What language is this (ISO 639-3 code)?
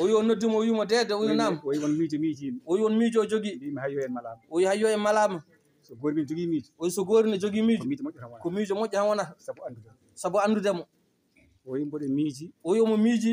ful